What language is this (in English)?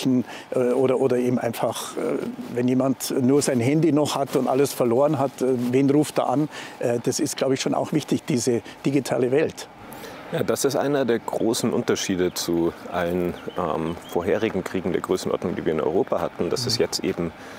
German